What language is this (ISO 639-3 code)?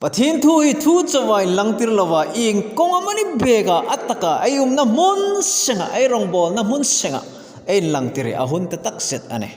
hmr